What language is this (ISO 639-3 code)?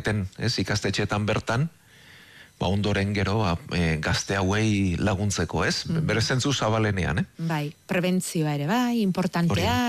eus